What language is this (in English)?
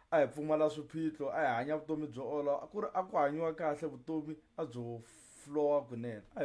Tsonga